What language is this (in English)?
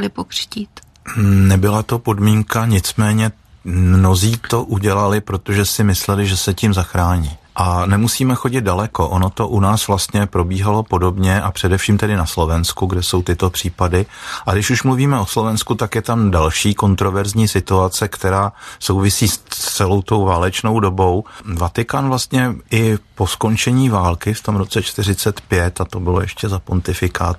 Czech